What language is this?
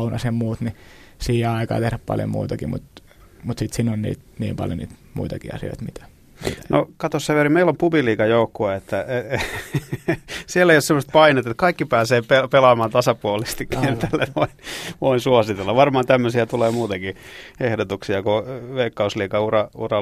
Finnish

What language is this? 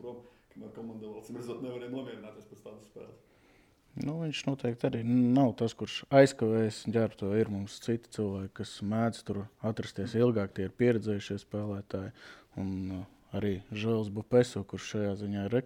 Latvian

